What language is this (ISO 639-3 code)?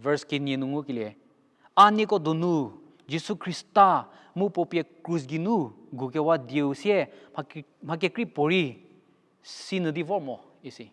njm